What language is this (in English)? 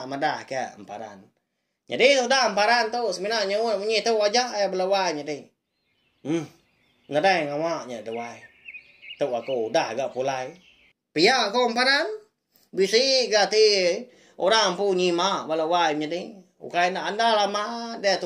Iban